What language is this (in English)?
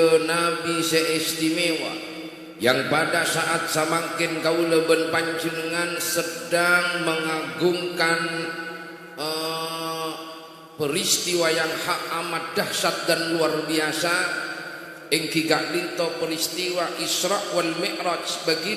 Madurese